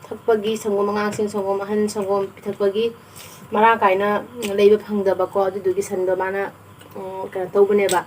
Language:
Manipuri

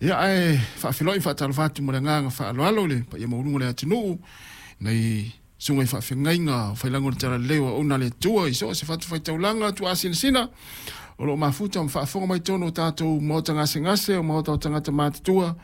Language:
Samoan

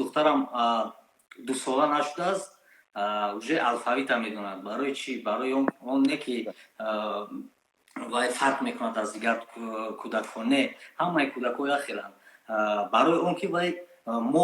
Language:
Tajik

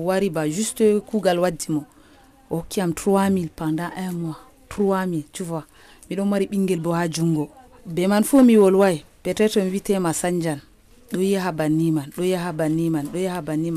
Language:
Nigerian Fulfulde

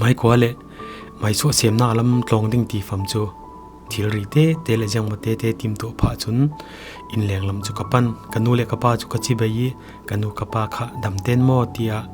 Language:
Falam Chin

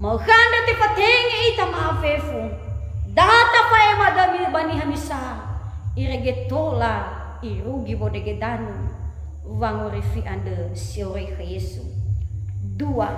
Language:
Nias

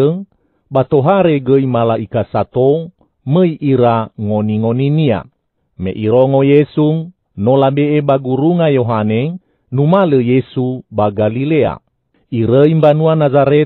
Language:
Nias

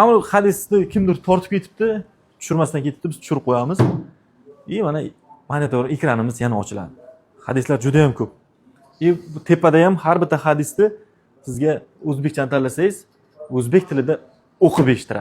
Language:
Uzbek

